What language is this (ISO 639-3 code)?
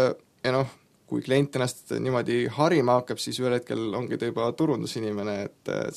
est